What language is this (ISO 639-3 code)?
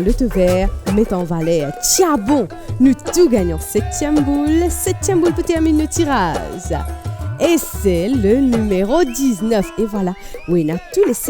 mfe